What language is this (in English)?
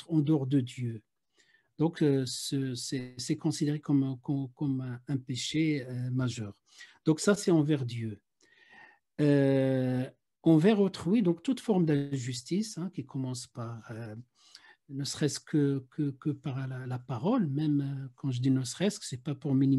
French